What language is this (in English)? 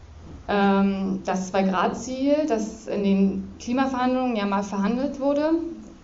German